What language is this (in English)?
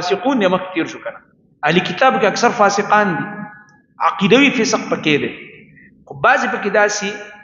Pashto